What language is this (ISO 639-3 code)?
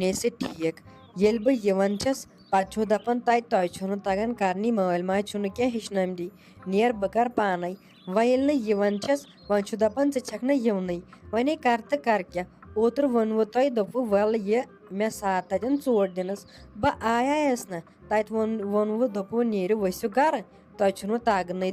kas